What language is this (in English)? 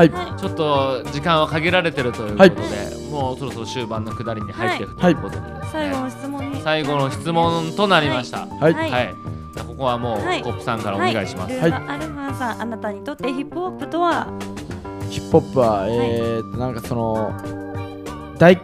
Japanese